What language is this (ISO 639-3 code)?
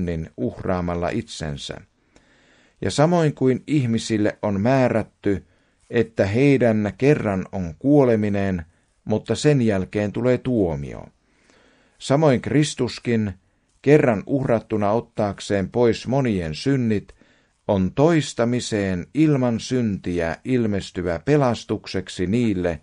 fin